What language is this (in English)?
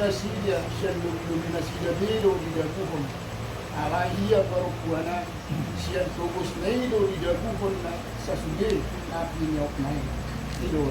Batak Toba